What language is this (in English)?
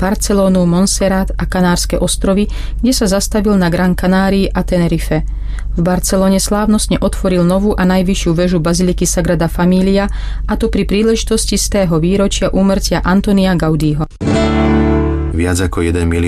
Slovak